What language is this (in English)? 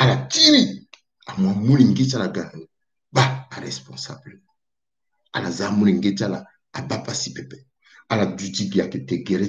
Sango